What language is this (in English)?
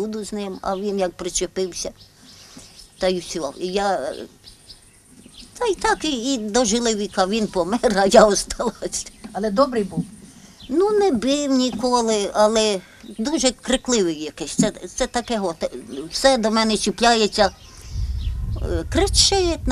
Ukrainian